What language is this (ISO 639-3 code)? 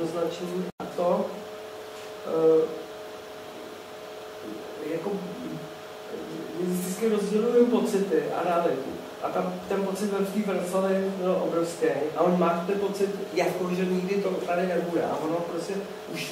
ces